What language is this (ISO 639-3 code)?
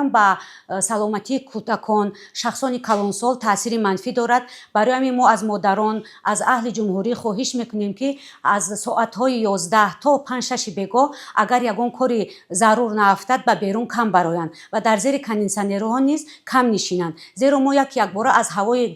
tgk